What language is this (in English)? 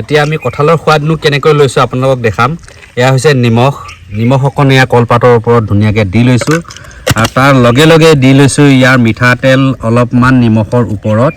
Assamese